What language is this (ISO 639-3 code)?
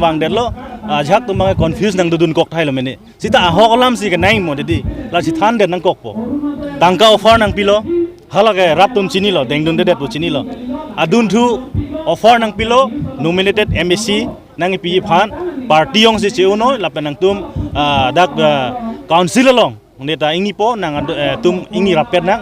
mjw